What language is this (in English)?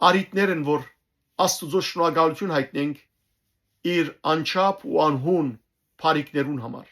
Western Armenian